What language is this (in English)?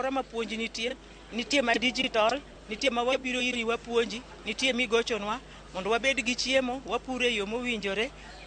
Luo (Kenya and Tanzania)